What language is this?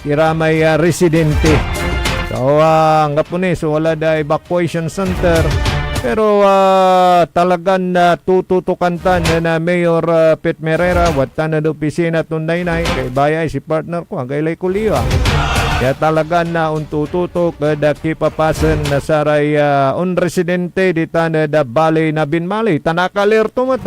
Pangasinan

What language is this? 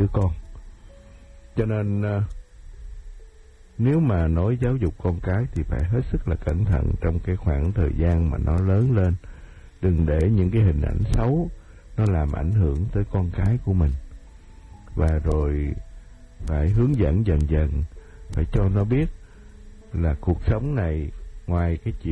Vietnamese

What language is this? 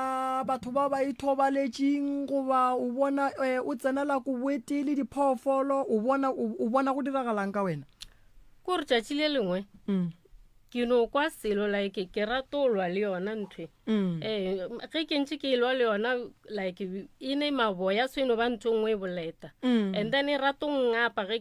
Northern Sotho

